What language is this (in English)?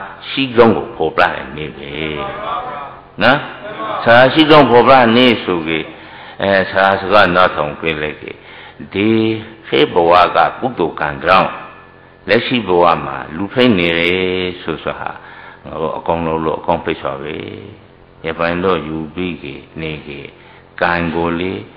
Burmese